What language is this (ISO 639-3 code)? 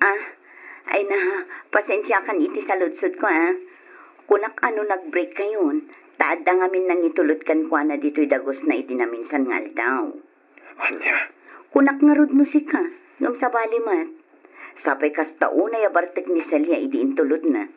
ilo